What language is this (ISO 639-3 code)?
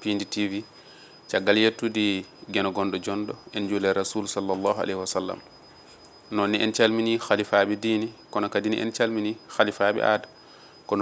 ful